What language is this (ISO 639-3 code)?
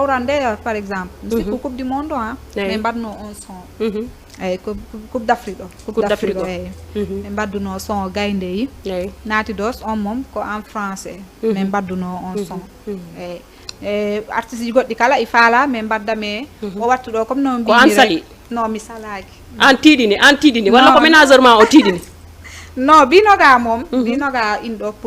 ful